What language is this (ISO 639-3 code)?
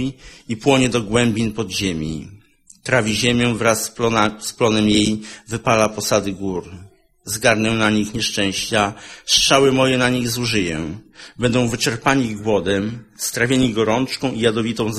pol